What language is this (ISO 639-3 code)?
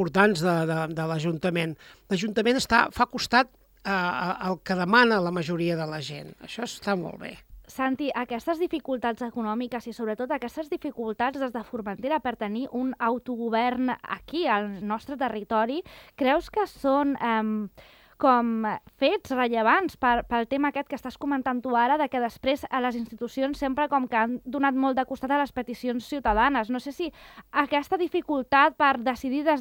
cat